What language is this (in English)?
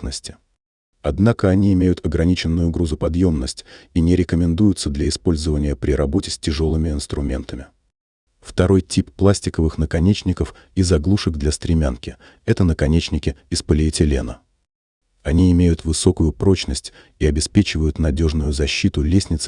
Russian